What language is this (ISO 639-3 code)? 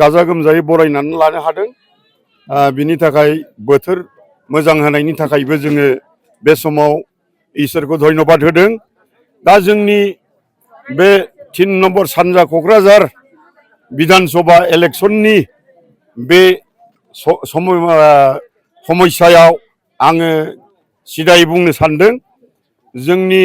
brx